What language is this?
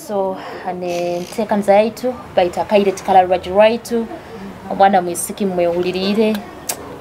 Nyoro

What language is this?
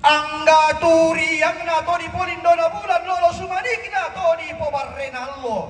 Toraja-Sa'dan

